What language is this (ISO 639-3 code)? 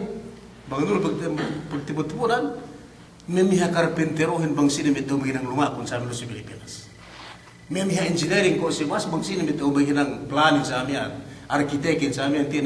yka